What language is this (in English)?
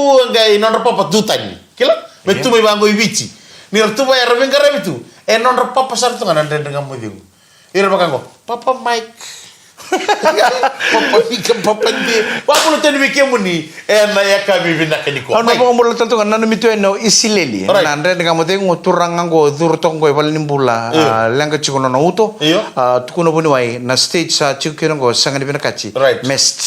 Fijian